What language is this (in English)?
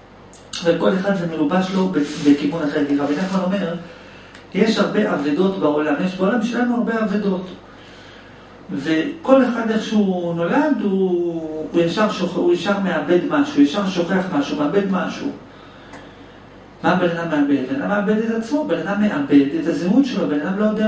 Hebrew